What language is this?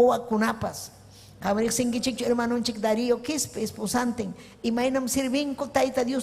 Ayacucho Quechua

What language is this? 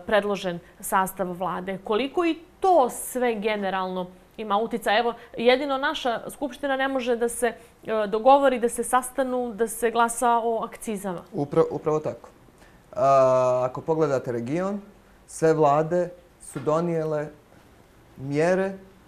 Bosnian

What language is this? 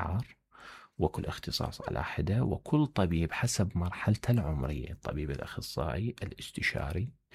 Mesopotamian Arabic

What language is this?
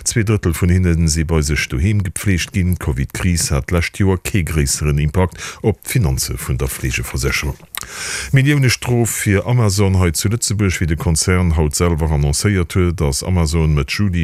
Luxembourgish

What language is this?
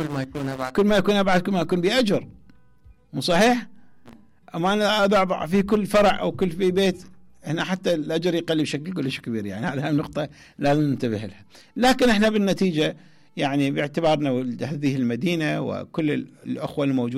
Mesopotamian Arabic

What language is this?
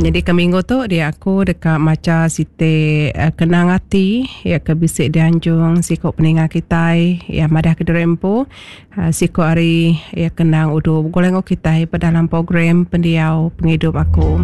Iban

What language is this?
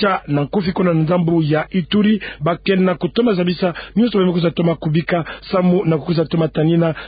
Kituba (Democratic Republic of Congo)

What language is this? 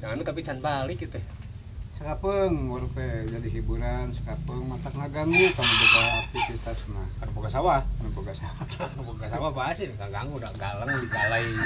Sundanese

